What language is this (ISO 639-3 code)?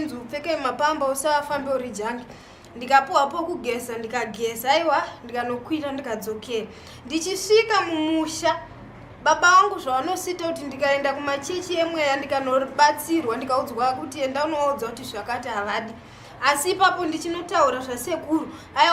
sna